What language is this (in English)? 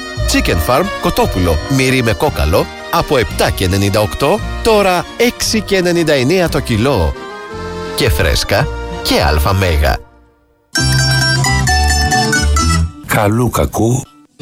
Greek